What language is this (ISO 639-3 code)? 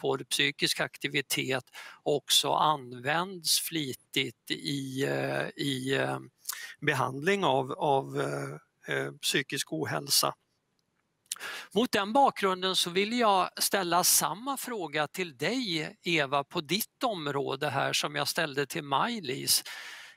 swe